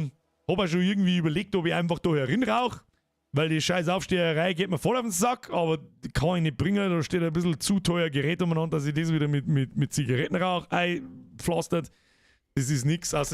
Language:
Bavarian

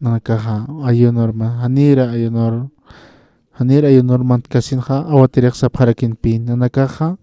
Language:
Aymara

